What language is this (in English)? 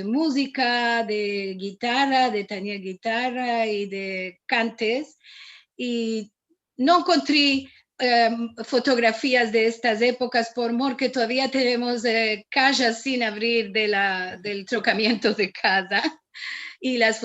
Ladino